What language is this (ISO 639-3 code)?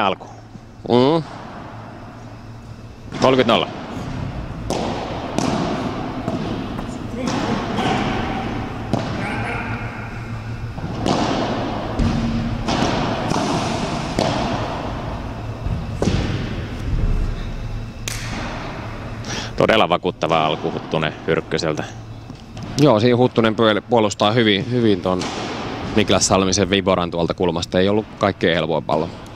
fin